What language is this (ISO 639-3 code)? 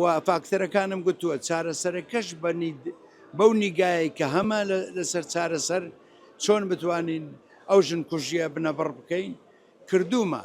ckb